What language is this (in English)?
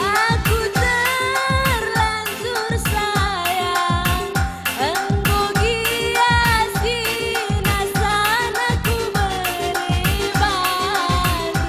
Batak Karo